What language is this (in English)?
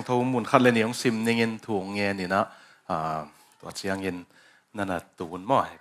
Tedim Chin